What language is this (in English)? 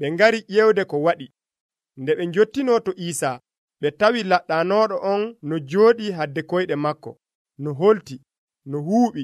Nigerian Fulfulde